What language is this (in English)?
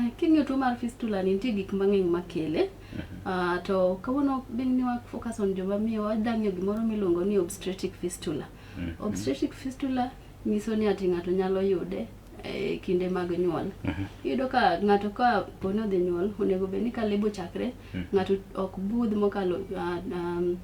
Luo (Kenya and Tanzania)